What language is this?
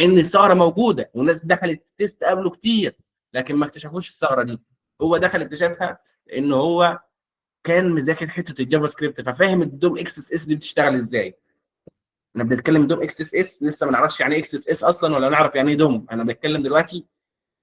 Egyptian Arabic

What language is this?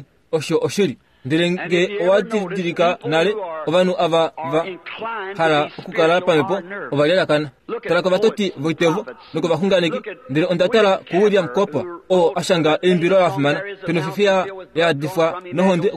Kuanyama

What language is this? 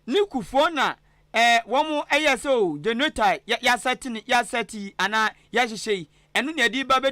Akan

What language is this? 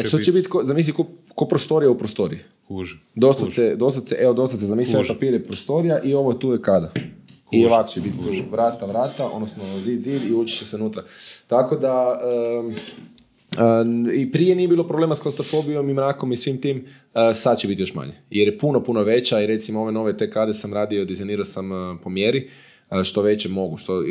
Croatian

